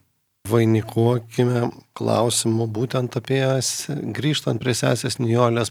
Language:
Lithuanian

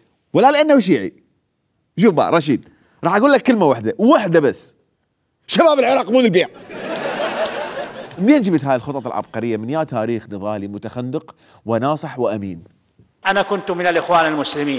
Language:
Mesopotamian Arabic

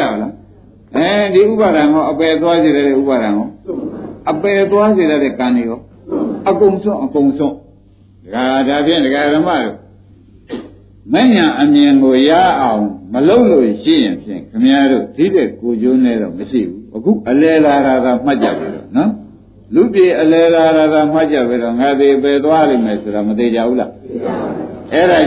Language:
Burmese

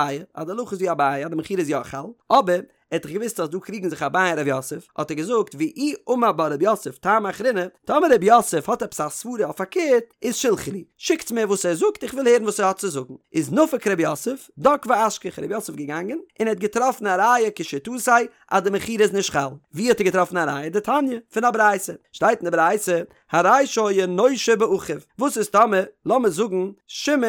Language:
Yiddish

